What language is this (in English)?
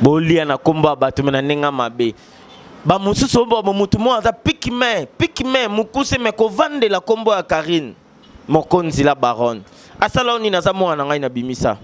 Lingala